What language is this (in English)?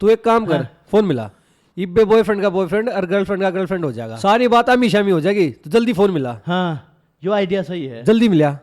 Haryanvi